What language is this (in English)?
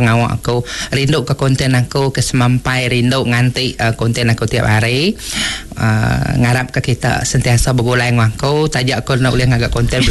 Iban